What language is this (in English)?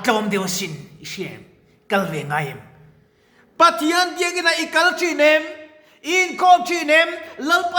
Mizo